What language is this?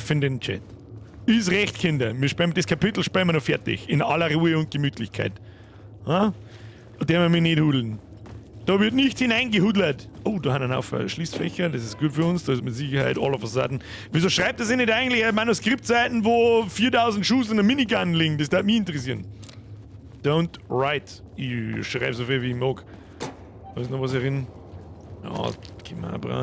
Bavarian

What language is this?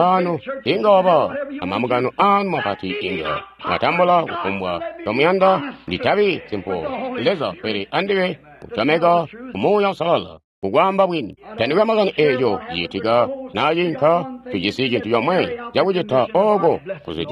Tonga (Zambia)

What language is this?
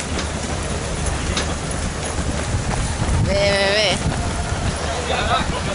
Catalan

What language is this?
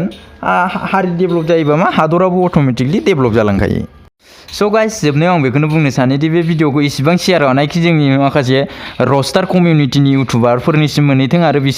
Bodo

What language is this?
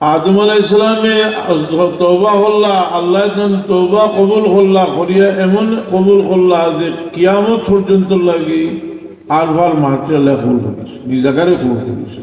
Sylheti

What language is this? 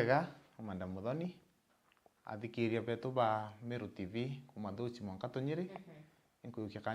Meru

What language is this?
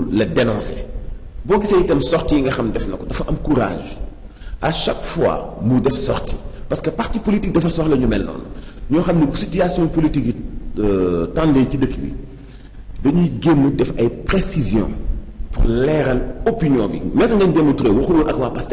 Wolof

